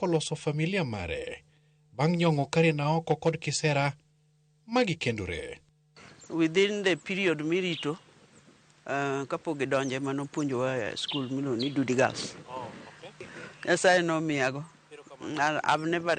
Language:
Luo (Kenya and Tanzania)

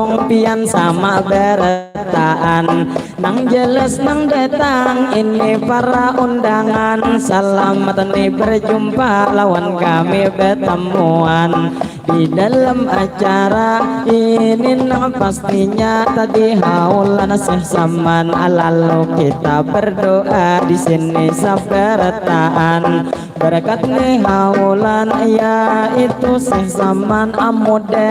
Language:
Banjar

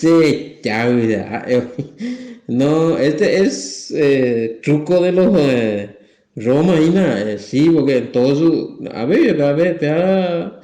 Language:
Guarani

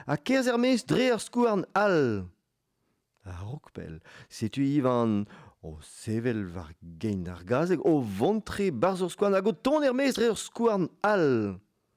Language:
Breton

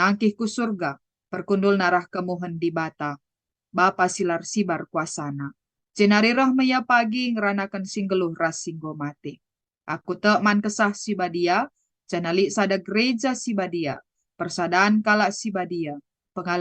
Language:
Batak Karo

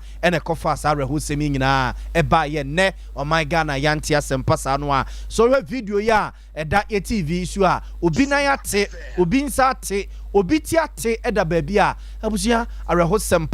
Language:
Akan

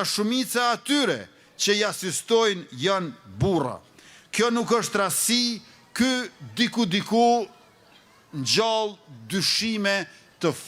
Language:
Albanian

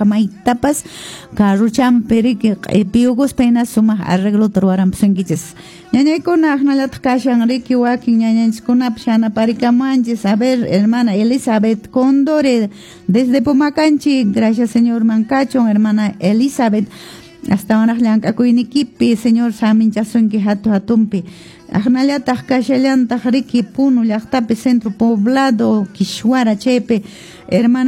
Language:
Quechua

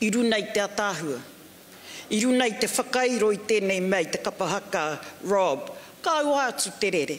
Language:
Māori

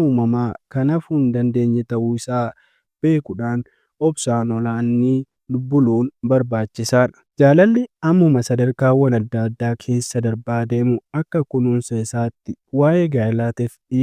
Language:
Oromo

